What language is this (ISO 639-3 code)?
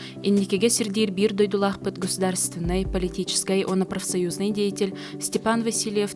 sah